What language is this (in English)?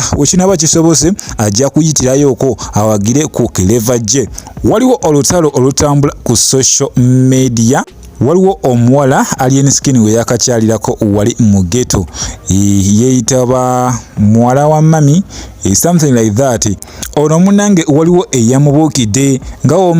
Ganda